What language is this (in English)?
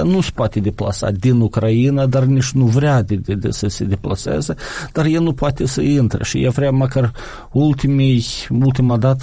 Romanian